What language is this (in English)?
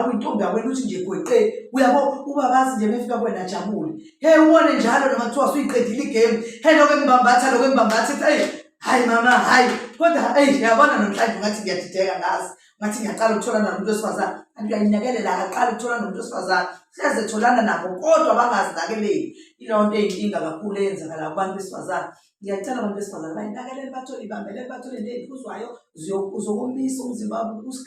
Zulu